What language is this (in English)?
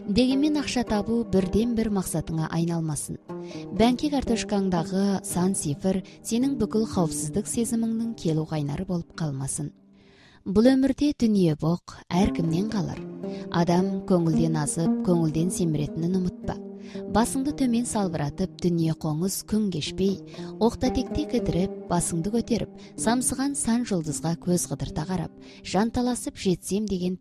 Kazakh